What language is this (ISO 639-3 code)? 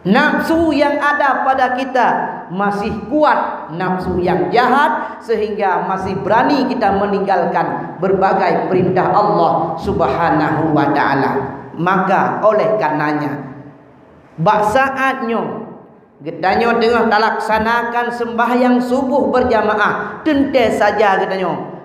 ace